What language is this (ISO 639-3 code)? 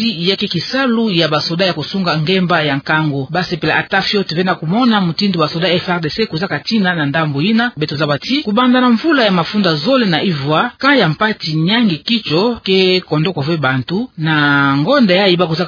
ktu